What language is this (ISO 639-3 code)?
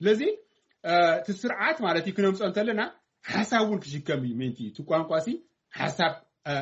tir